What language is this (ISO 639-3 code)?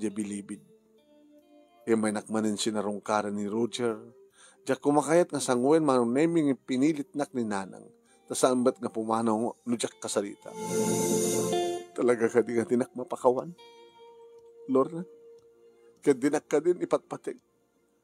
ilo